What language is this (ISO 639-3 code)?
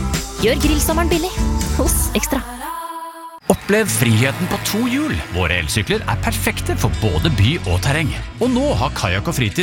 nor